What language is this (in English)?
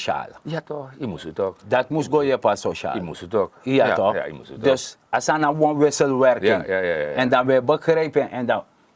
Sranan Tongo